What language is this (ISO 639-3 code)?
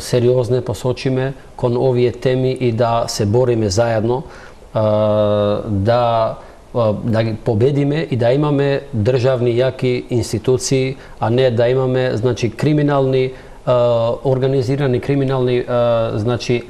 mkd